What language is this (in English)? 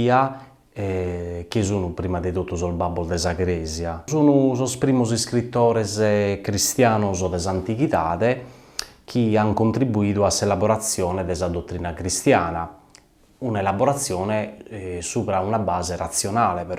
Sardinian